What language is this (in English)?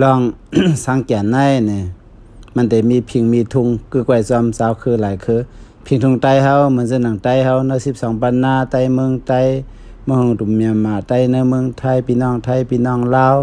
Shan